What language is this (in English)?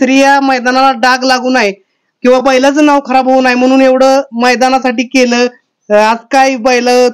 Marathi